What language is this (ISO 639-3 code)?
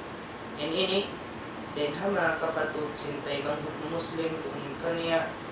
tsg